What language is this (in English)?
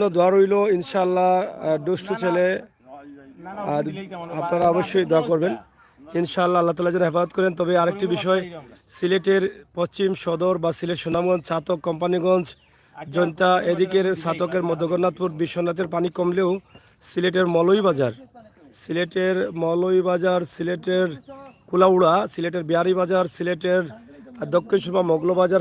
Sylheti